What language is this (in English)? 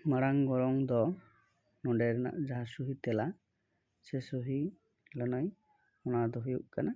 Santali